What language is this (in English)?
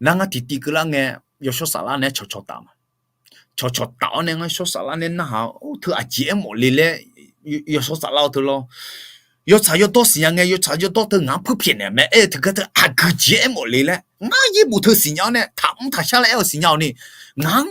Akha